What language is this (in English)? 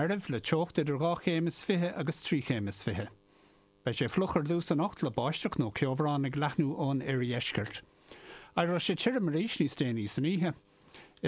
Irish